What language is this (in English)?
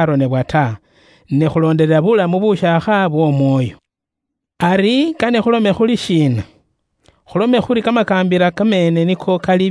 Luyia